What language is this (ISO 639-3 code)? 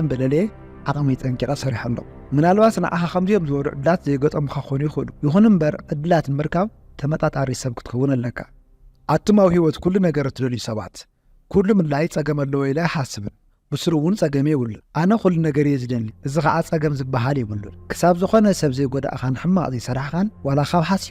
tir